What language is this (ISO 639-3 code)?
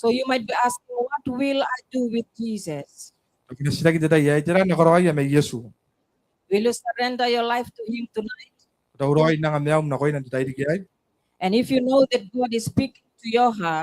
gil